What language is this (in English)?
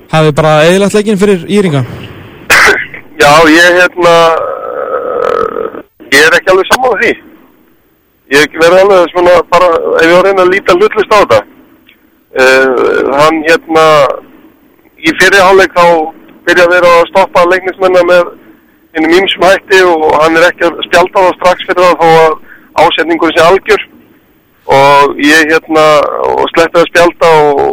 Icelandic